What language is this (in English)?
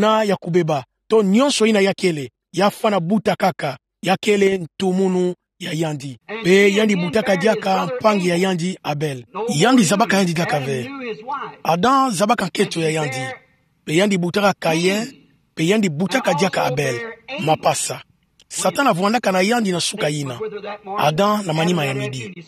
Kituba (Democratic Republic of Congo)